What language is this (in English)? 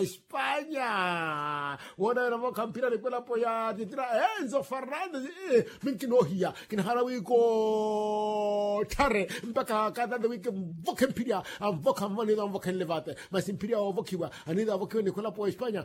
Makhuwa